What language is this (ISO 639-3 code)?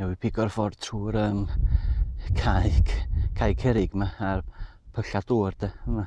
cym